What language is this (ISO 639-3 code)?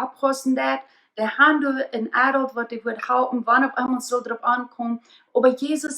pdt